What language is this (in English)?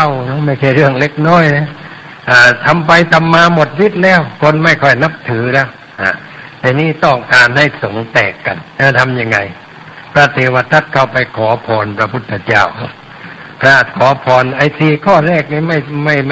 Thai